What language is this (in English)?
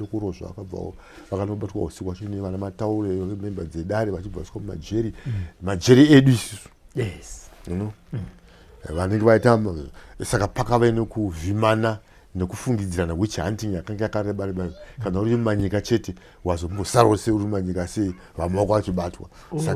Shona